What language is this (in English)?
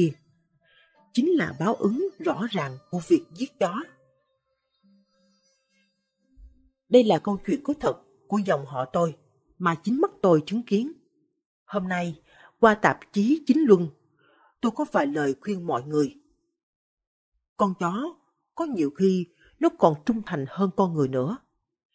Vietnamese